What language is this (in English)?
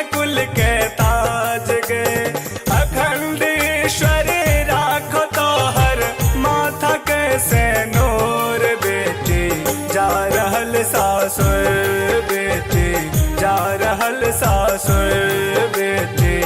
Maithili